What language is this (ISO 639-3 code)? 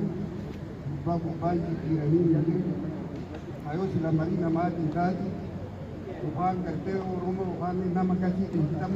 orm